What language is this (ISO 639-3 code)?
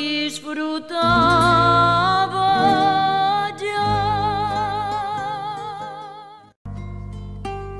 cat